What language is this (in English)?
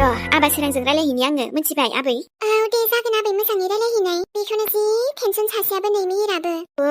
Bodo